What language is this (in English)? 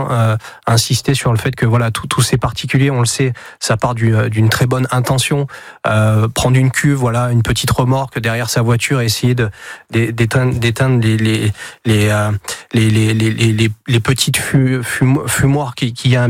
French